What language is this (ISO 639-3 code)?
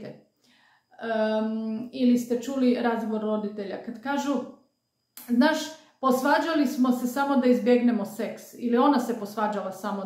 hrv